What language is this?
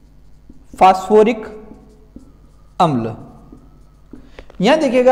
Hindi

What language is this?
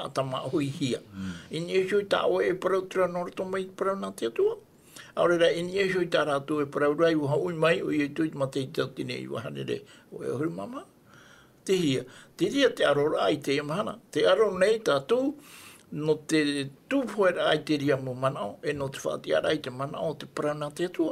Tahitian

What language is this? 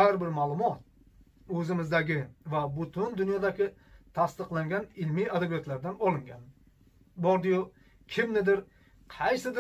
Uzbek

